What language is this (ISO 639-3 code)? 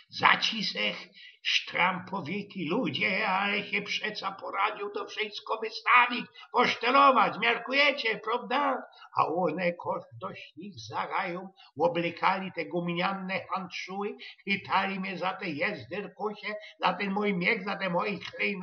szl